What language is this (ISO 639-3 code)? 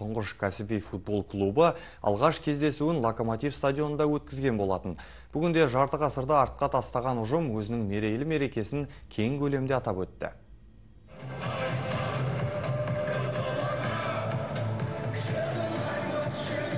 kaz